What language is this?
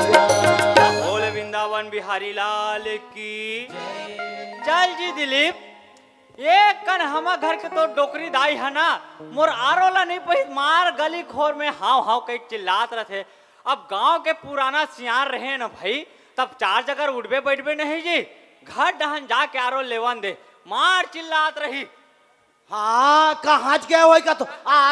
Chhattisgarhi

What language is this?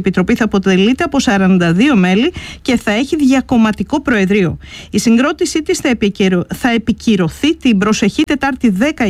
Greek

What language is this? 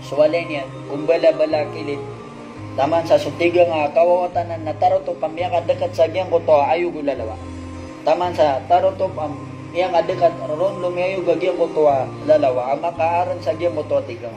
Maranao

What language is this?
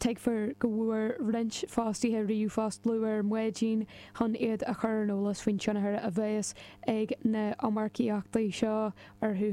Irish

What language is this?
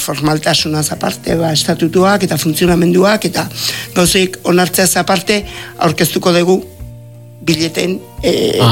Basque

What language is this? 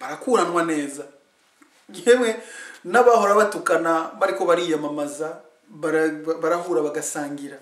Rundi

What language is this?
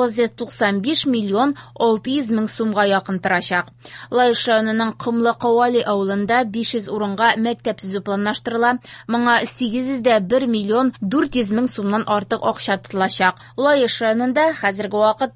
Tatar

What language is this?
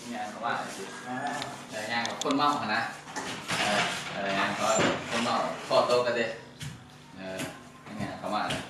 Northeastern Thai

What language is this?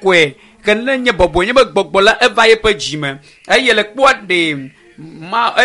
Ewe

